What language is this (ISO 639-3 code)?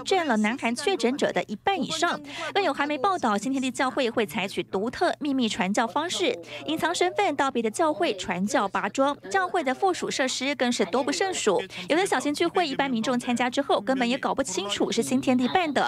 zho